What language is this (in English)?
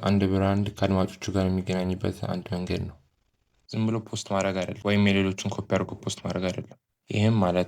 Amharic